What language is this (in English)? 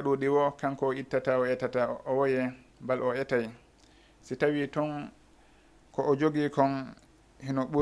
Fula